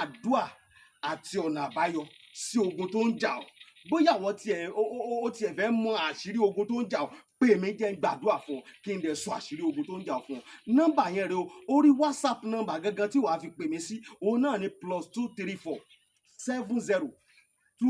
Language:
Yoruba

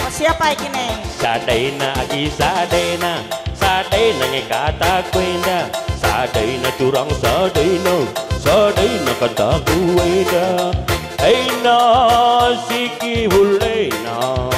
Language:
Batak Karo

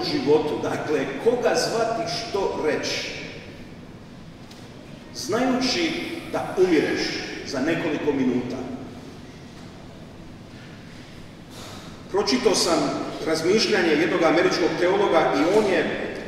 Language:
Croatian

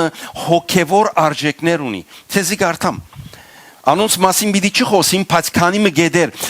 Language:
Western Armenian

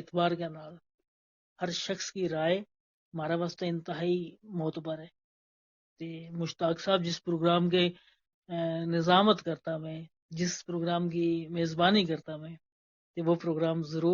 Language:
Gujari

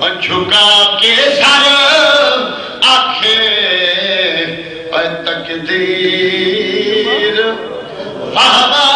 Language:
Saraiki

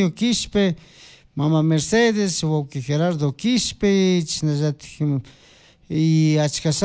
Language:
Chimborazo Highland Quichua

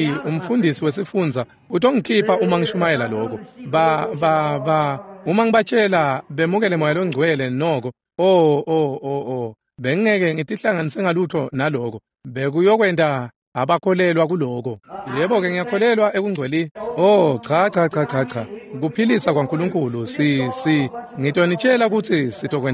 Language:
Swati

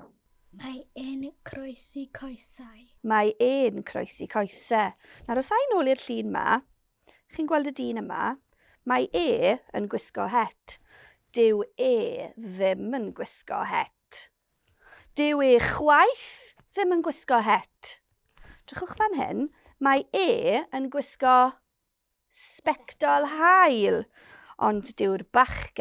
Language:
Welsh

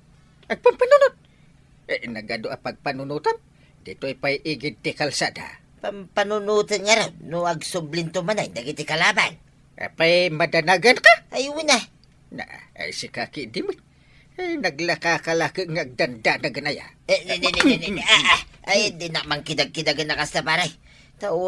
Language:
Iloko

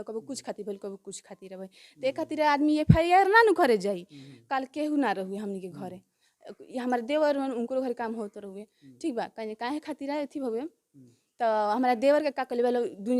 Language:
Bhojpuri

